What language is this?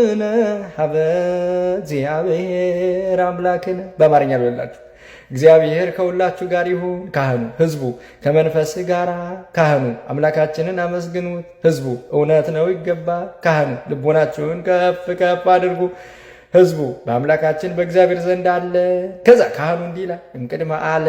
Amharic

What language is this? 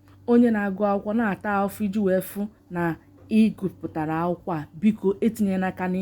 Igbo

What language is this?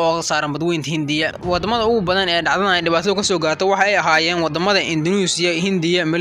Somali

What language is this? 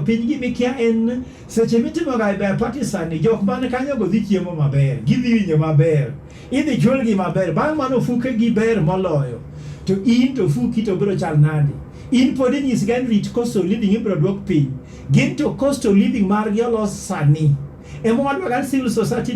Luo (Kenya and Tanzania)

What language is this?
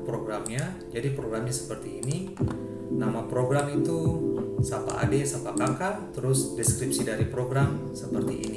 Ambonese Malay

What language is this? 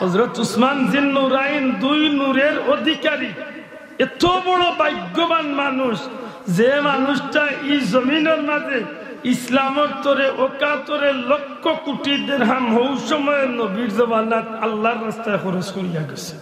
Sylheti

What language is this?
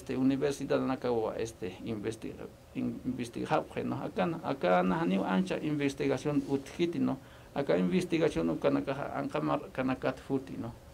Aymara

